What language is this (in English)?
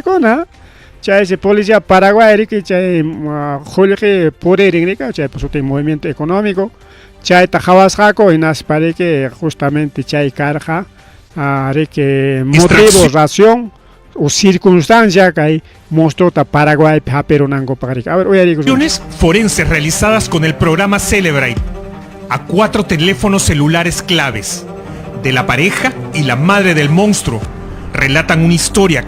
Ayacucho Quechua